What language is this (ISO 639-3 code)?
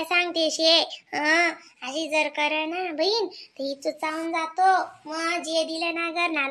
khn